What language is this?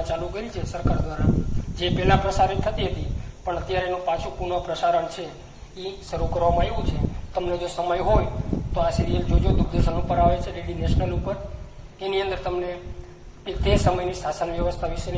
Gujarati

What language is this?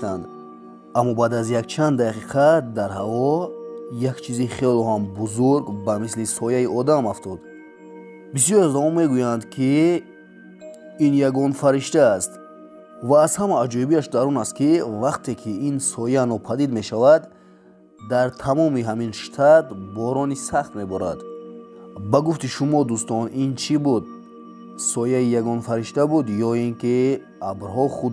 Tajik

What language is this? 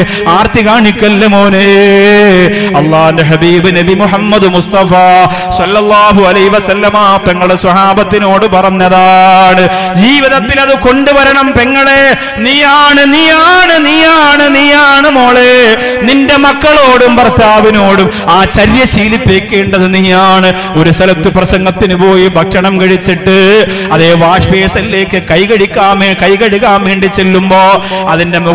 Malayalam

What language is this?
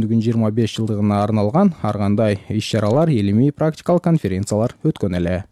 Kyrgyz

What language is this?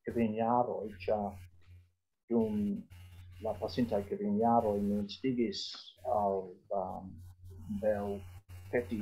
Esperanto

